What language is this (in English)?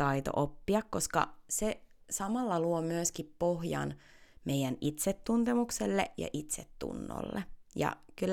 Finnish